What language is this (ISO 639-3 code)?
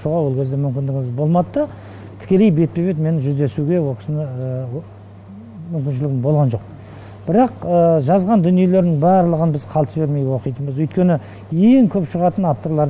kaz